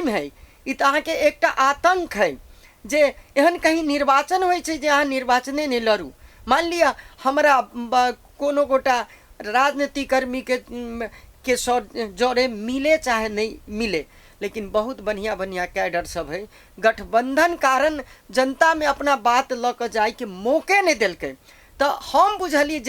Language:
Maithili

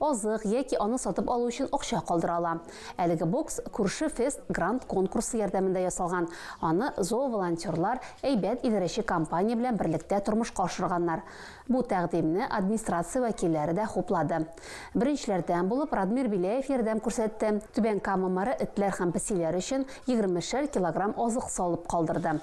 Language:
Tatar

